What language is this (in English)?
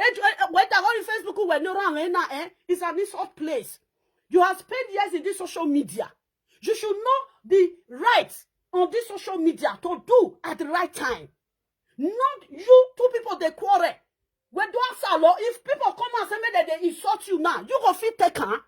Nigerian Pidgin